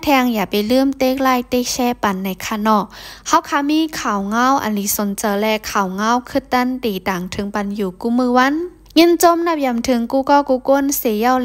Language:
Shan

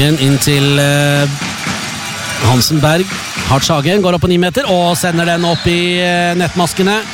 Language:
Norwegian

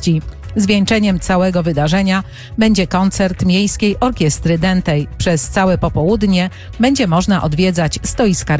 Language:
Polish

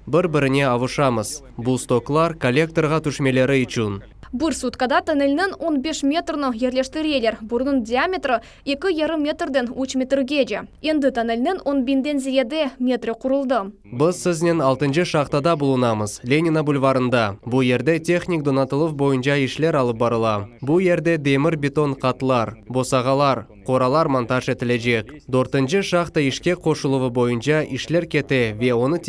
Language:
Crimean Tatar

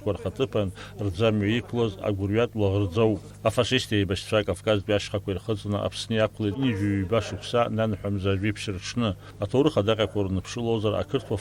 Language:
Abkhazian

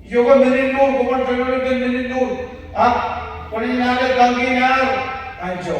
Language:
Marshallese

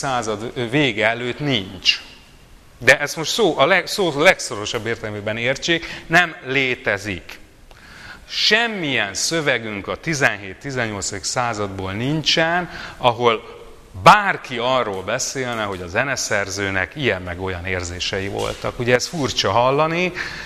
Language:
Hungarian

